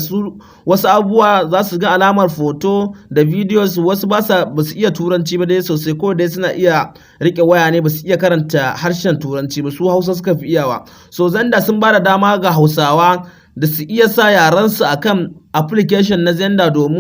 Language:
Hausa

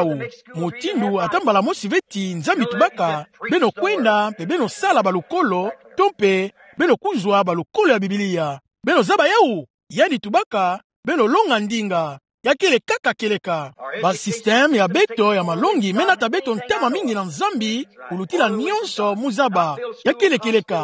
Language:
Kituba (Democratic Republic of Congo)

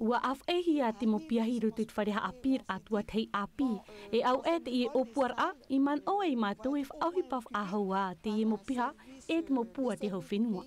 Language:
Tahitian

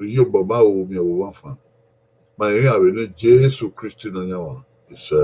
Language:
Bini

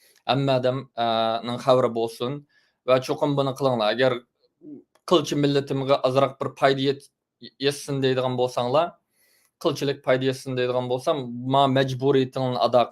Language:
Uyghur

